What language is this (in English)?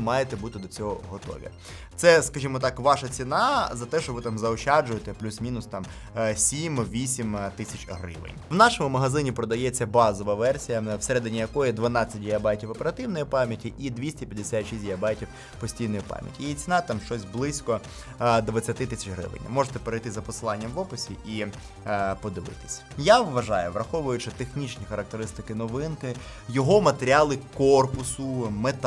Ukrainian